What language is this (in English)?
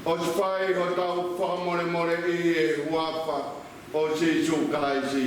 Tongan